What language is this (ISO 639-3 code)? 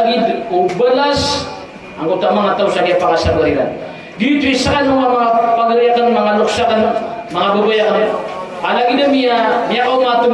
mrw